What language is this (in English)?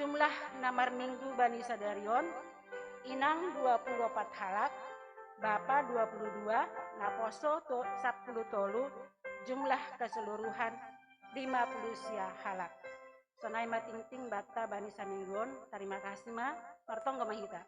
Batak Simalungun